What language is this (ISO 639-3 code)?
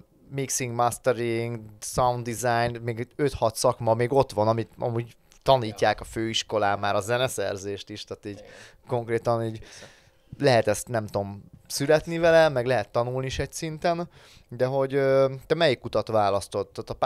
hun